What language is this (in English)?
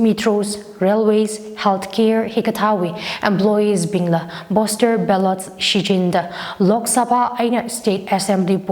Tangkhul Naga (India)